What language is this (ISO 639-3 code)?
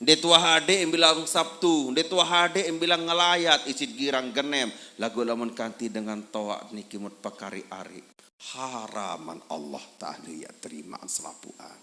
sas